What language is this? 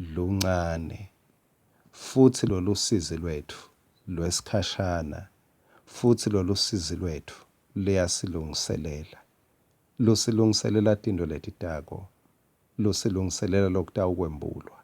Swati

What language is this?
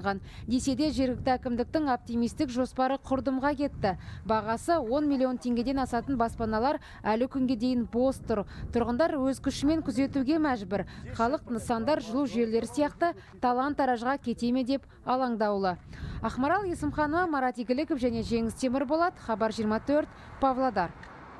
Kazakh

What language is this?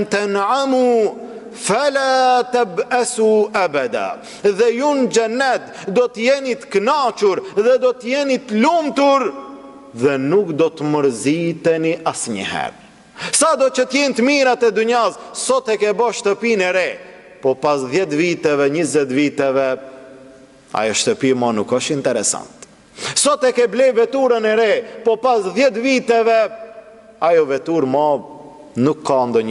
Albanian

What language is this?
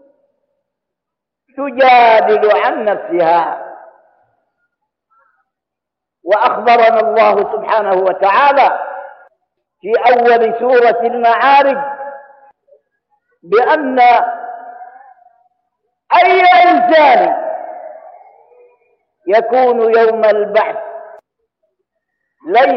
Arabic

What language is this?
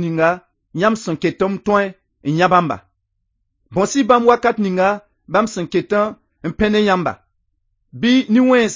Mossi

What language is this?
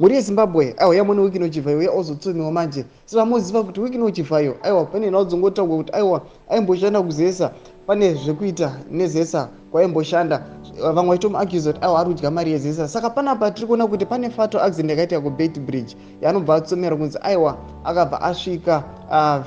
Shona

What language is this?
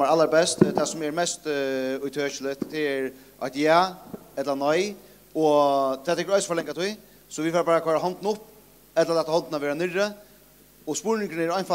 Faroese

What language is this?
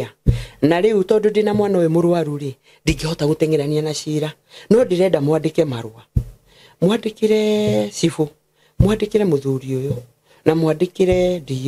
Kikuyu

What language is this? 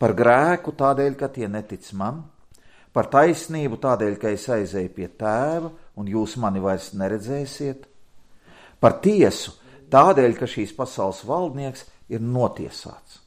Latvian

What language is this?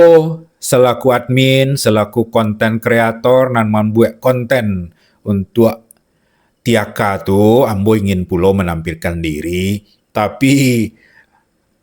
Minangkabau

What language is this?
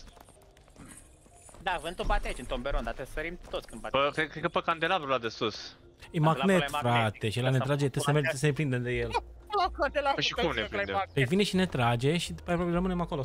Romanian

